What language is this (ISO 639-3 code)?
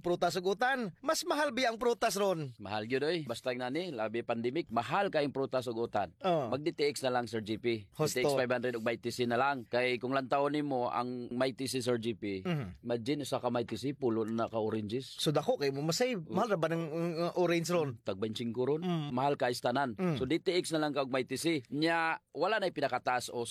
ceb